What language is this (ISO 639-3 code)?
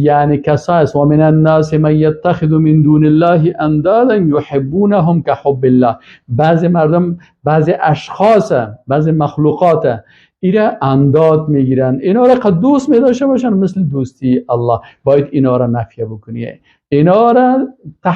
fas